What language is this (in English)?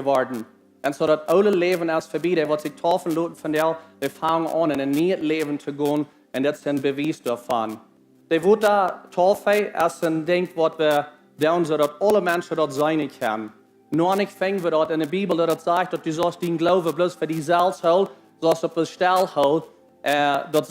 Plautdietsch